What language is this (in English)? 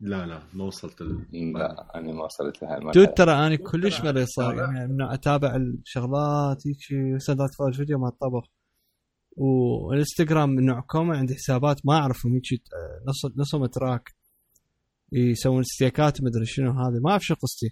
Mesopotamian Arabic